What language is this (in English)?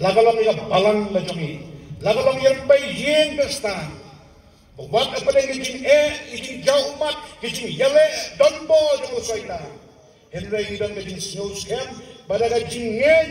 Khasi